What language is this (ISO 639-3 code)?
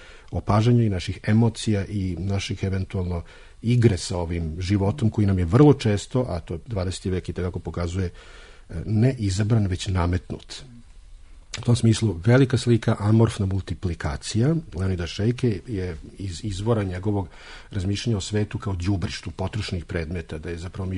srp